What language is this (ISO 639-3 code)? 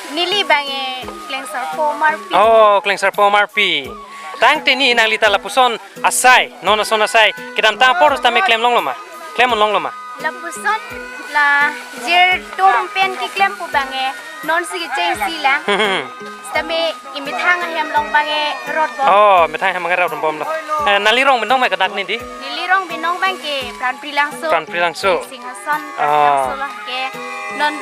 mjw